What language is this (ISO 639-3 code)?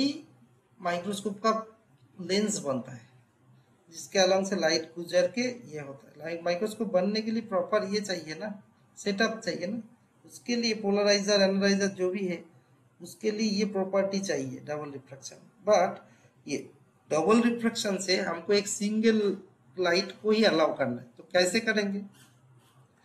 hin